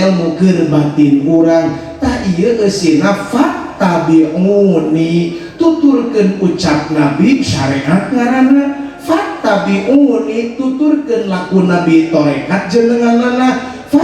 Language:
Sundanese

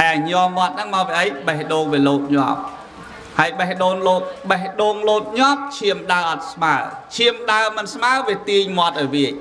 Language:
Khmer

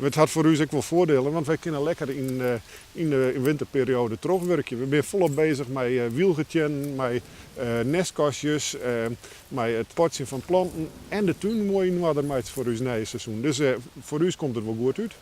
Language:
Western Frisian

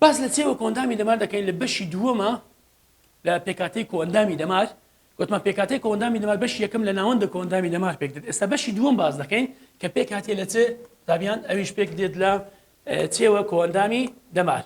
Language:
Central Kurdish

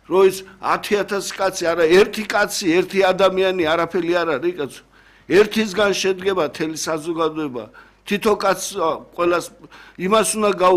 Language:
Georgian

